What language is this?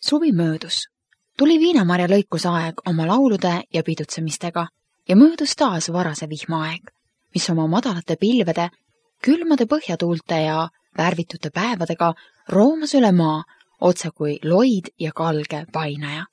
Estonian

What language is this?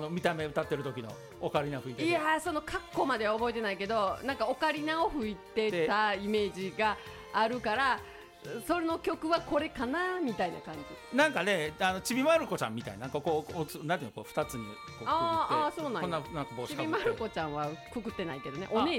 Japanese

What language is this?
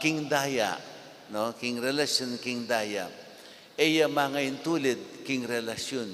Pampanga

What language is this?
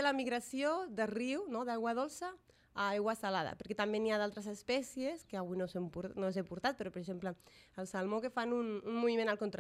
Catalan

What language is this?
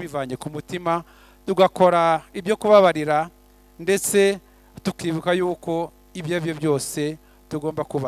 Kinyarwanda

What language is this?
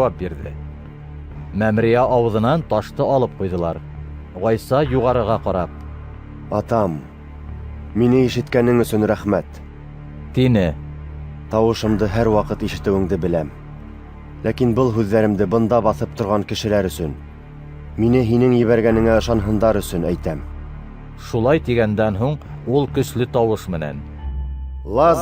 Bashkir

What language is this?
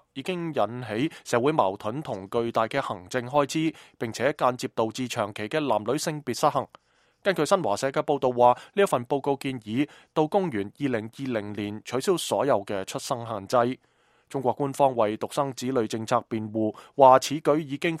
Cantonese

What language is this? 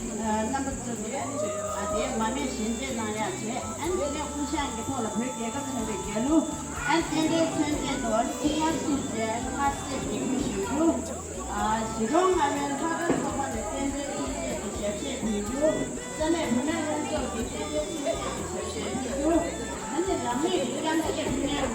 Tibetan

